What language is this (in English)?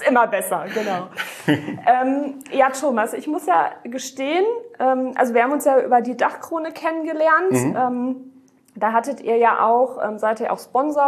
German